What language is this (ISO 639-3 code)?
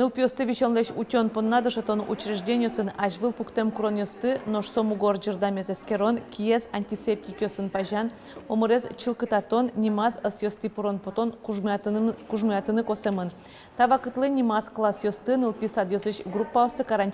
udm